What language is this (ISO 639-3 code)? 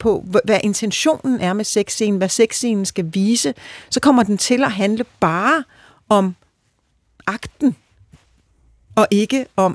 dan